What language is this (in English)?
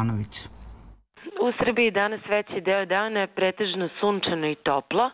Serbian